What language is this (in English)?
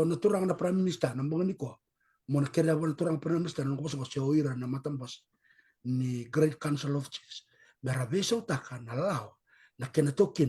Fijian